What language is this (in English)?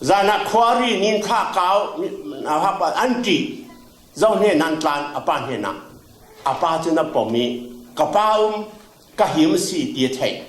Falam Chin